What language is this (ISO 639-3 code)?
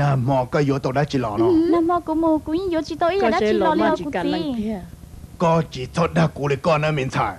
hmn